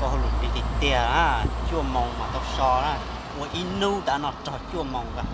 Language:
Hmong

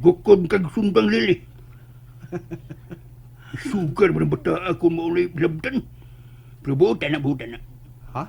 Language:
Cebuano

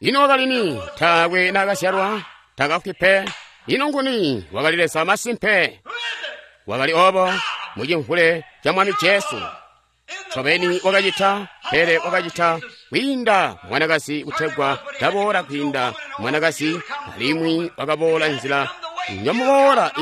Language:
Tonga (Zambia)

